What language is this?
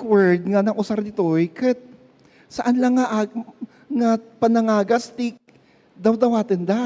Iloko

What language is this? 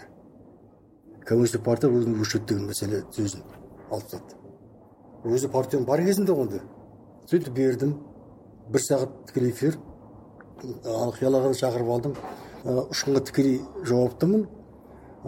Kazakh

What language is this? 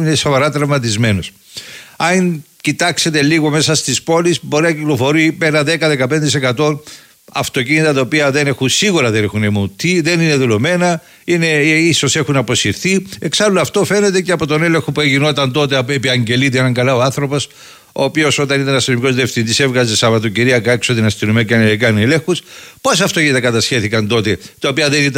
Greek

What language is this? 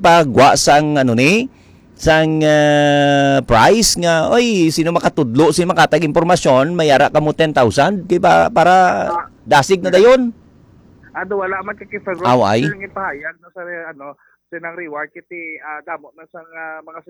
Hiligaynon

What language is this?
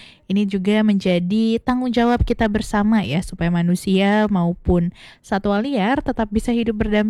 Indonesian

